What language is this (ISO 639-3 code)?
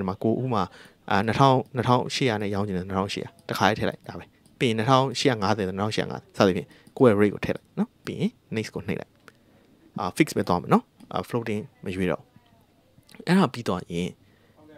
mya